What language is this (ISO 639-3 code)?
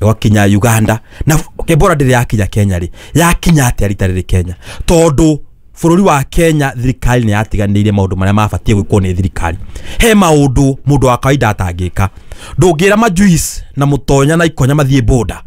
kik